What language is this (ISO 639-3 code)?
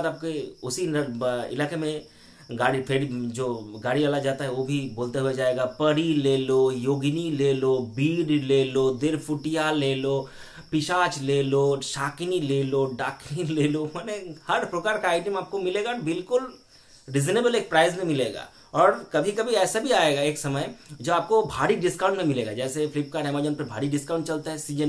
hin